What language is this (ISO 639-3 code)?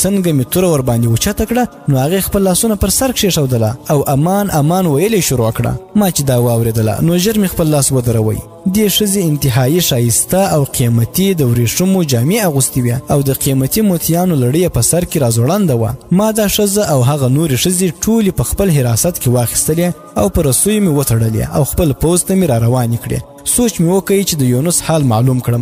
pus